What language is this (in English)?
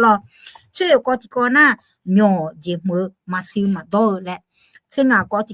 Akha